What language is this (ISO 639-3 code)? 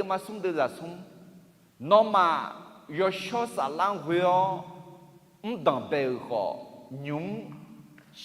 ahk